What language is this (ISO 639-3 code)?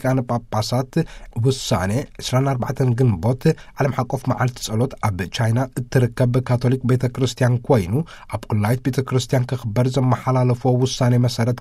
tir